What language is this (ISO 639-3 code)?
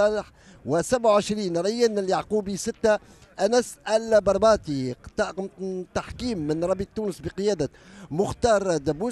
aeb